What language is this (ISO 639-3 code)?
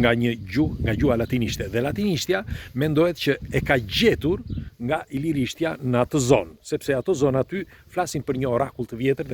sqi